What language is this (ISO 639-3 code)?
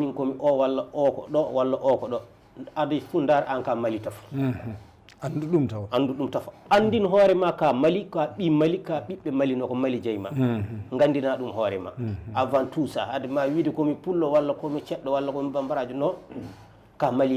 ful